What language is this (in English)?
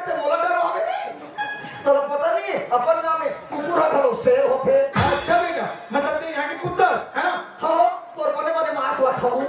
Chhattisgarhi